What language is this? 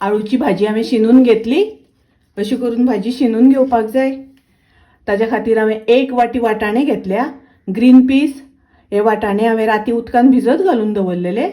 Konkani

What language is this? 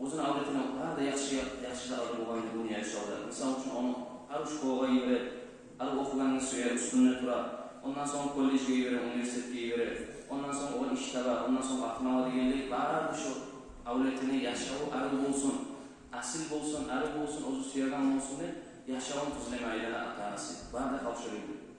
Kumyk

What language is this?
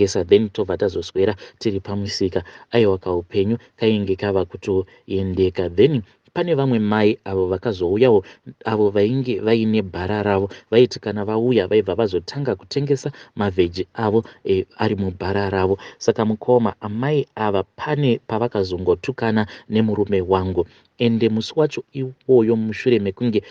Shona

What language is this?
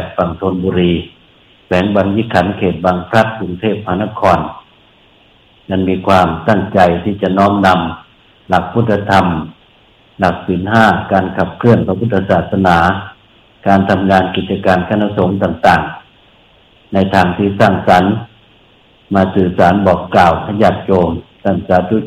Thai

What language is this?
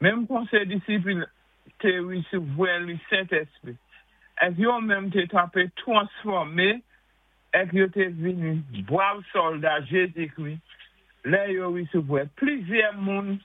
Saint Lucian Creole French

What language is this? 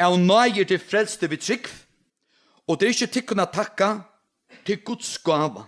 Faroese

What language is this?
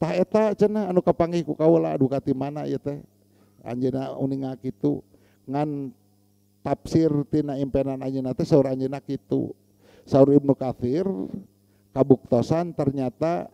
Sundanese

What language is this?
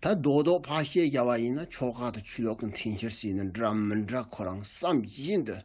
Tibetan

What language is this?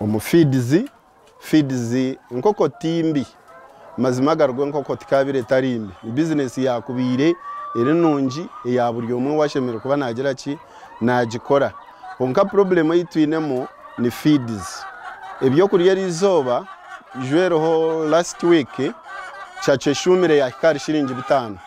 Nyankole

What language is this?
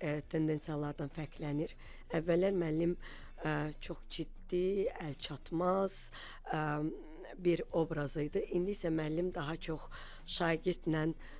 Azerbaijani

